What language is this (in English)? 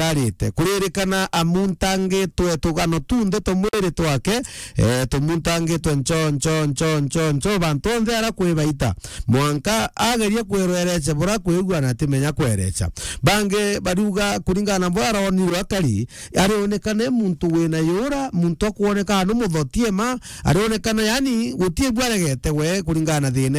Meru